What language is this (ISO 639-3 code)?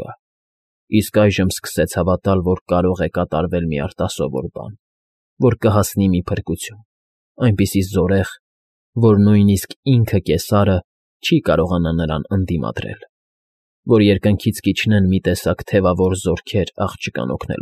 hye